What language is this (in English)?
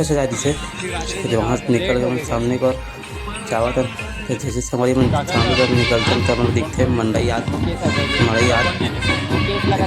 Chhattisgarhi